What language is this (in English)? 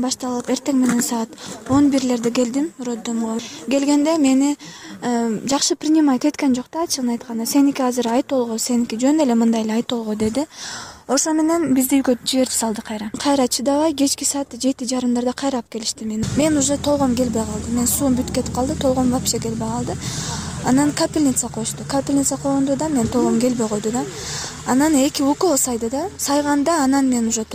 Kyrgyz